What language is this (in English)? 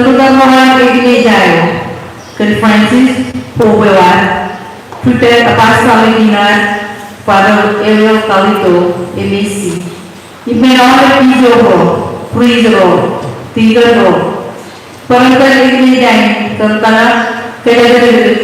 Marshallese